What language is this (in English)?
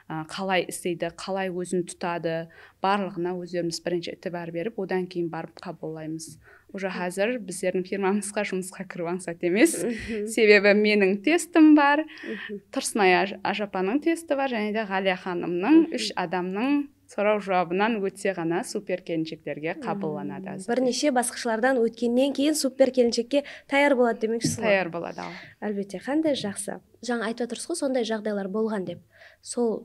Kara-Kalpak